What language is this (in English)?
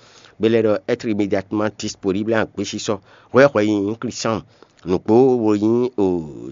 Fon